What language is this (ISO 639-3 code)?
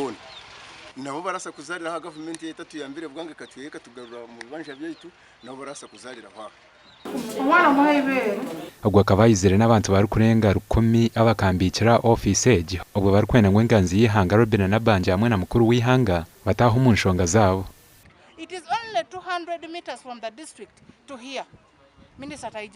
nyn